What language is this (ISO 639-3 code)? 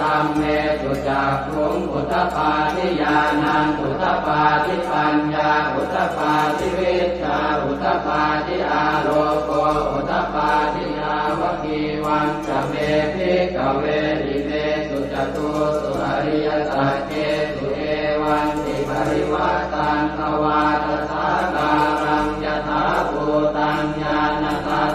pli